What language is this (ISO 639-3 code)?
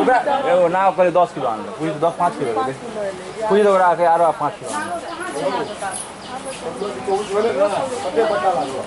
mai